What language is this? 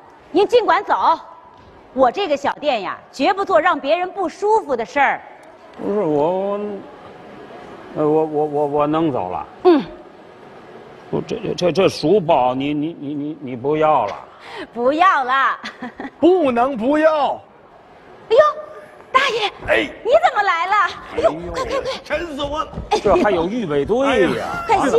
Chinese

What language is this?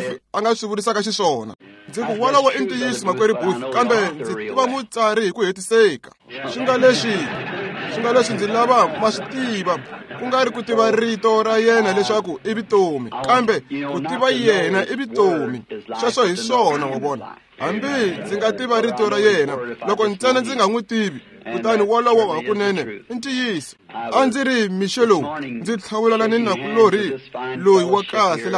Tsonga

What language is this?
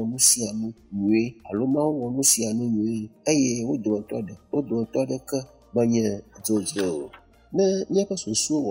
Ewe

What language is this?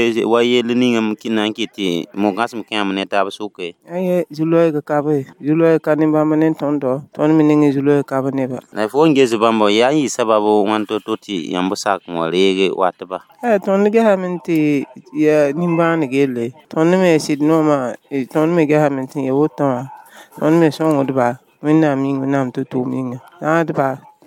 Mossi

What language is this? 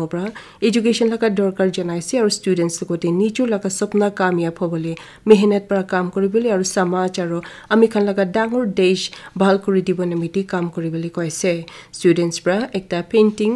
Naga Pidgin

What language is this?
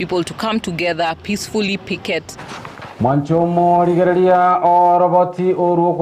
Gusii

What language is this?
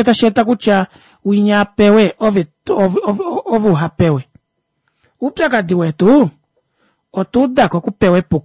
Kuanyama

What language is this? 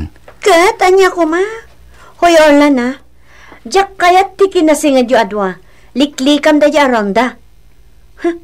Iloko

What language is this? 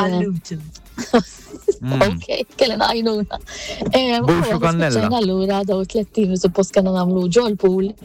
Maltese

